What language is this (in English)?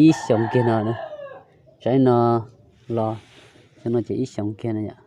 Hmong